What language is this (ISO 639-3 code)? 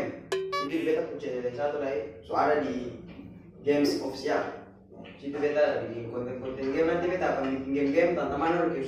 abs